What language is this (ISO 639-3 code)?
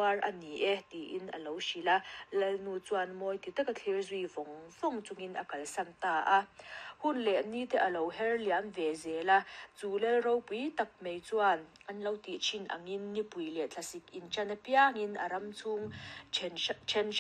lus